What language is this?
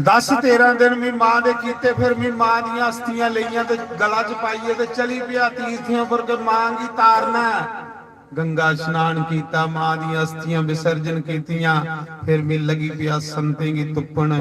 Dogri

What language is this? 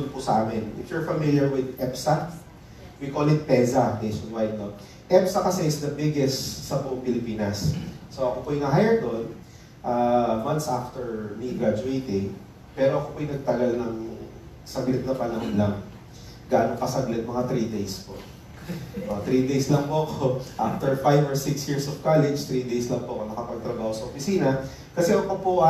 Filipino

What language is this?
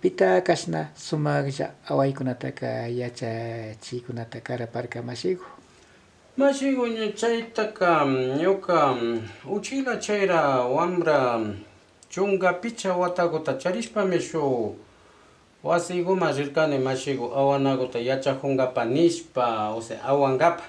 Imbabura Highland Quichua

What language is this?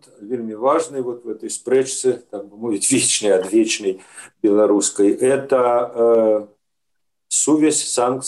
Belarusian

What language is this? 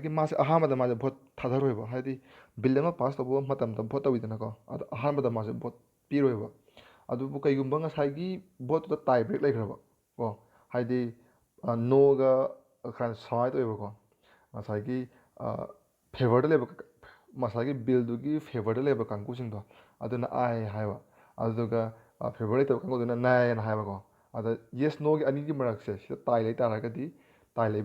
Manipuri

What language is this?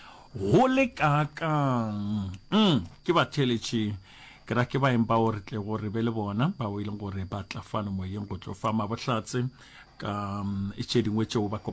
Northern Sotho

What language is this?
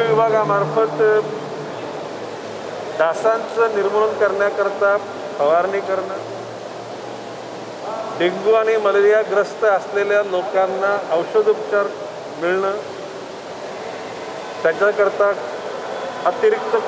Marathi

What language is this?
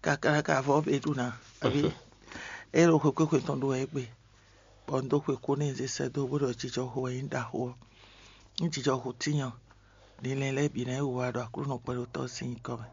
Fon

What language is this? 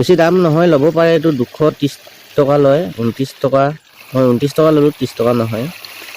Assamese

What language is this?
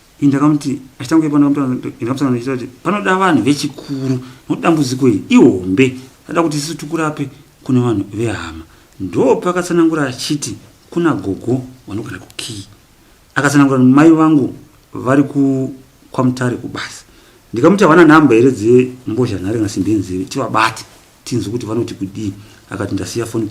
Shona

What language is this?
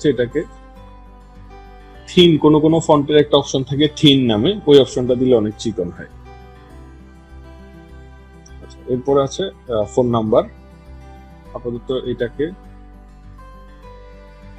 Bangla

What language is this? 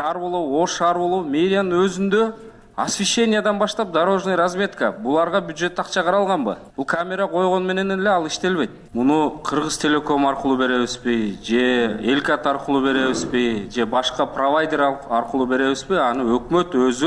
Kyrgyz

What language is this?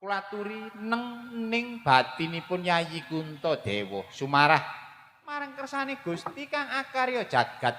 Javanese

